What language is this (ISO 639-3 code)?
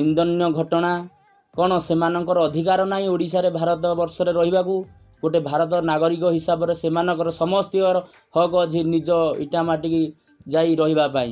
ori